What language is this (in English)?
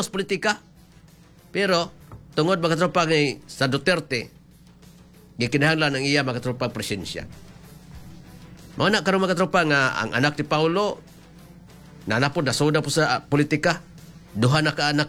Cebuano